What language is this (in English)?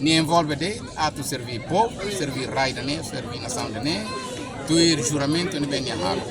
Tetum